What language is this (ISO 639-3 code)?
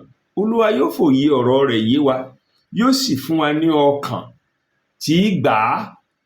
yor